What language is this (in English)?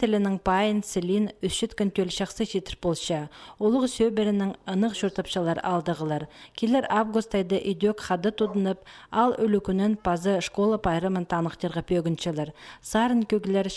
Khakas